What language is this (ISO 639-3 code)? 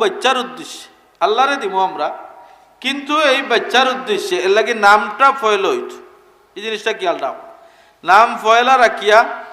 syl